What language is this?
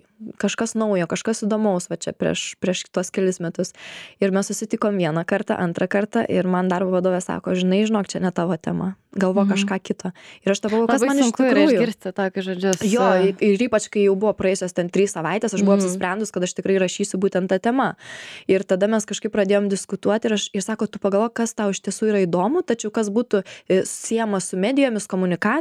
Lithuanian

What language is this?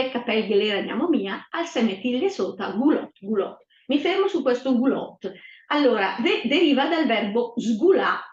Lombard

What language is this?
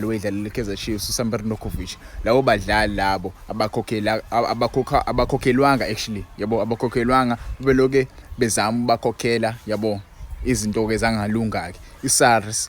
Zulu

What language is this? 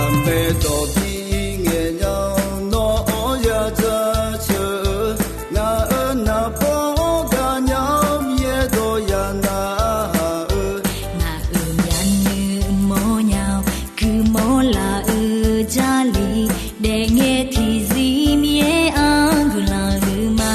Akha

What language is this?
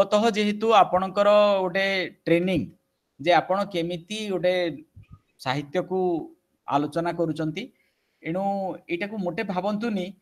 Odia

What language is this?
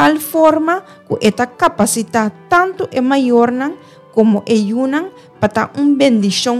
Papiamento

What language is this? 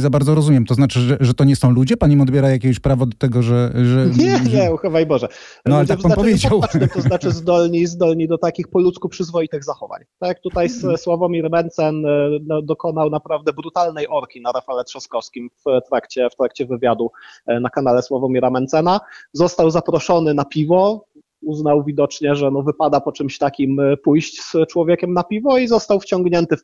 Polish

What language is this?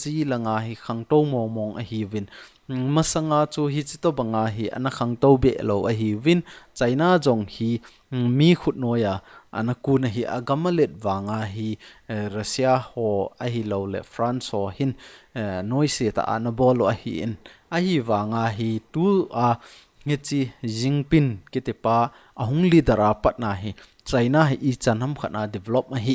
Thado Chin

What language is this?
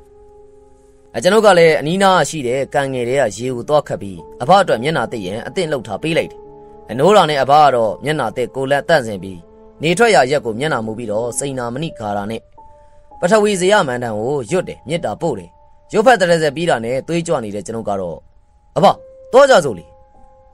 Burmese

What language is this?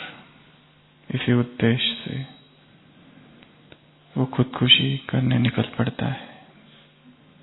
Hindi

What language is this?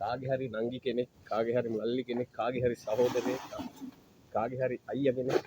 Sinhala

